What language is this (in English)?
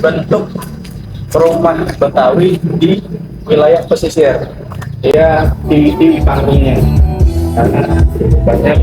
Betawi